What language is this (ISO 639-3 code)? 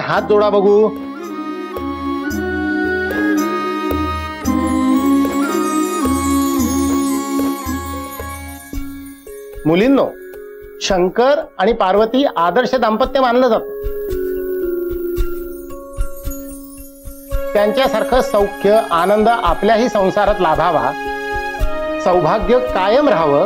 mar